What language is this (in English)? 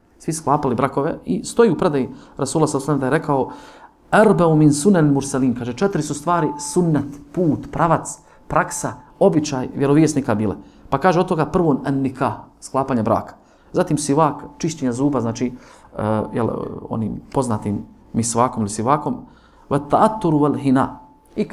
Bosnian